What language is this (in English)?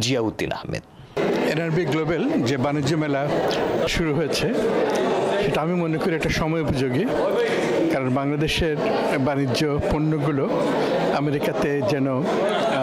Bangla